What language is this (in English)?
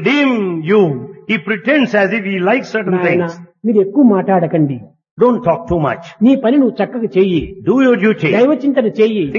Telugu